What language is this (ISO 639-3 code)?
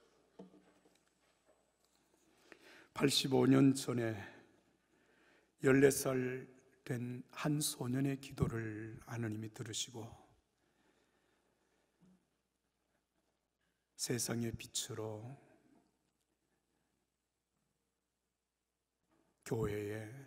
kor